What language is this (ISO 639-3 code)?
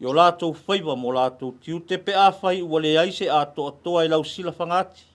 smo